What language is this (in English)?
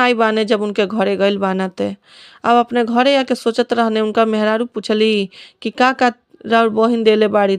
Bhojpuri